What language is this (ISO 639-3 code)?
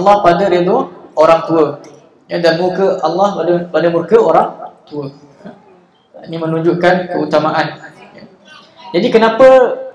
msa